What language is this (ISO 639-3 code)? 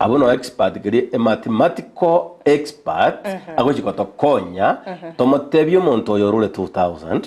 guz